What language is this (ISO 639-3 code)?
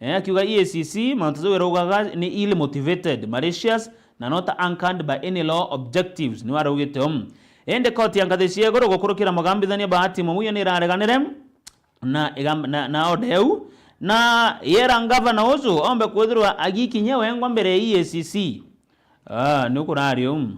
mer